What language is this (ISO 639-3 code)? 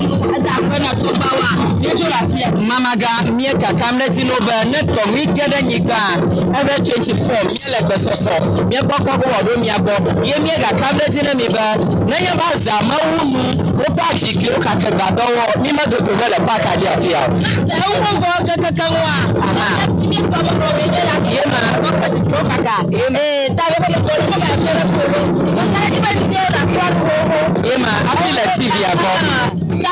ewe